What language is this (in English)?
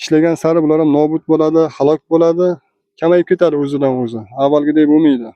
Uzbek